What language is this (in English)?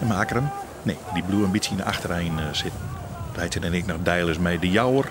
Western Frisian